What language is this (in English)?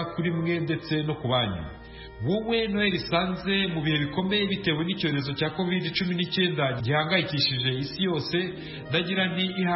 Kinyarwanda